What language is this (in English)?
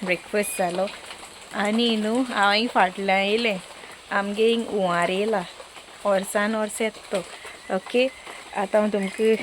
Konkani